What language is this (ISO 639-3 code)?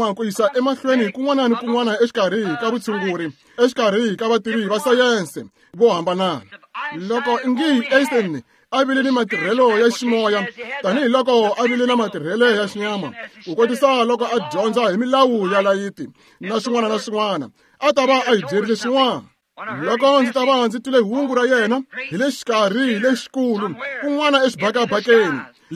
tso